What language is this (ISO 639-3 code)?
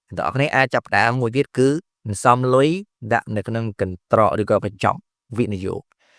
khm